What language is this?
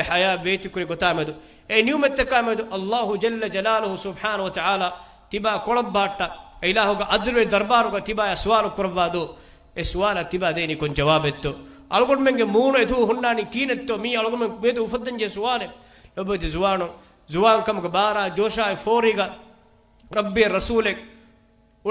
Divehi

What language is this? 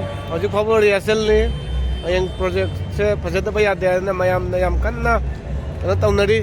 Manipuri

